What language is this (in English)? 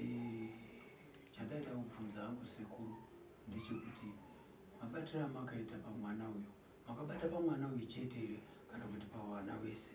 Shona